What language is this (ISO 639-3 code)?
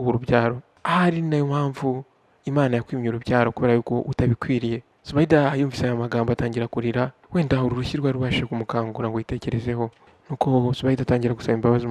kin